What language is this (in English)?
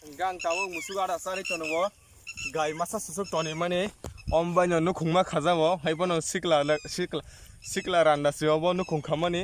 Kok Borok